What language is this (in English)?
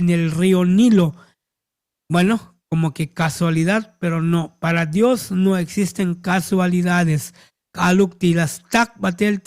Tzotzil